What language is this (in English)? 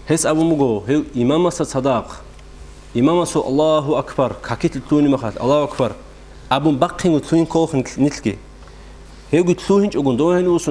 Avaric